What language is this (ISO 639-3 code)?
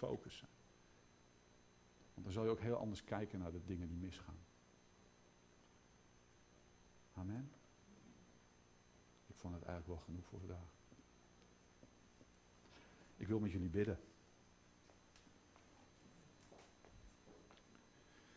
nld